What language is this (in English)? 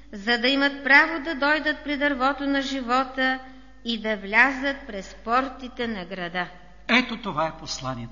Bulgarian